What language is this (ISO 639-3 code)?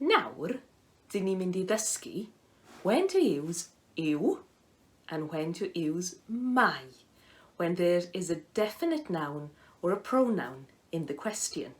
cym